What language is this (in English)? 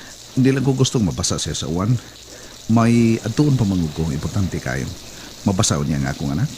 Cebuano